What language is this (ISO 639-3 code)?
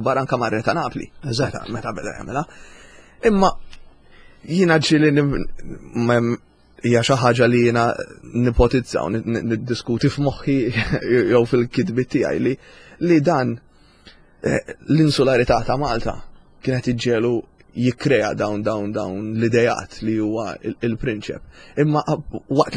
mlt